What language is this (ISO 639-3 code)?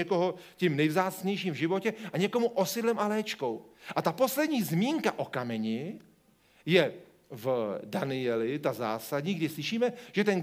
ces